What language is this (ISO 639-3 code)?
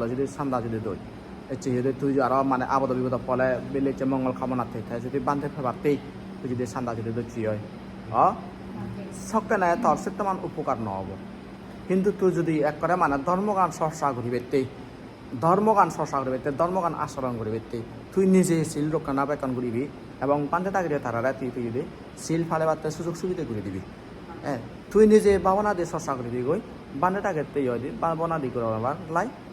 ccp